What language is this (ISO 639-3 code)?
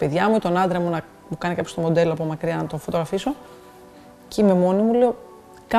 ell